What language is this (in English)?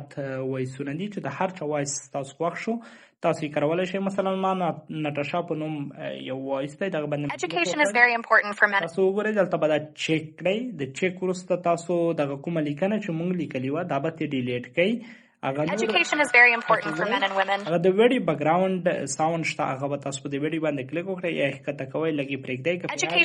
Pashto